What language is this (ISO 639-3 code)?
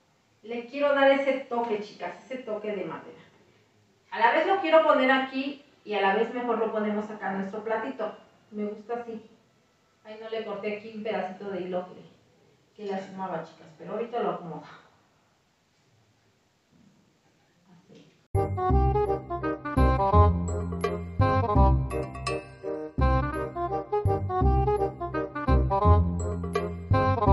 spa